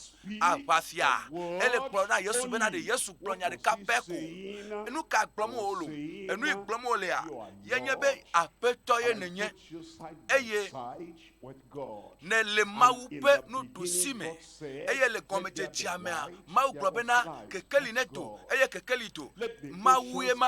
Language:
Ewe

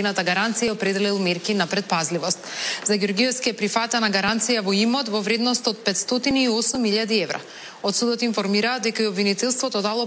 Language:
Macedonian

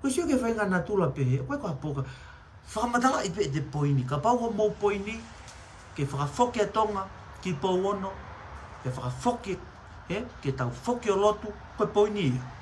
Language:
Tongan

